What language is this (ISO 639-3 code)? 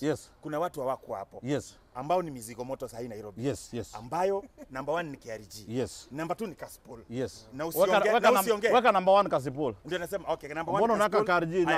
swa